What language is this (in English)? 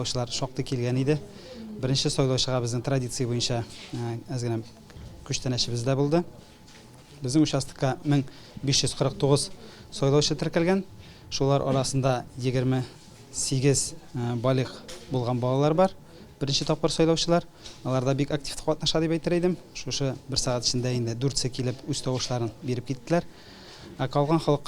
Tatar